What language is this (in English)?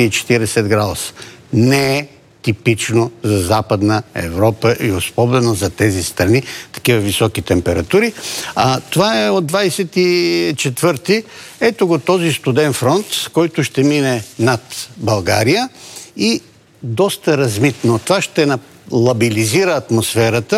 Bulgarian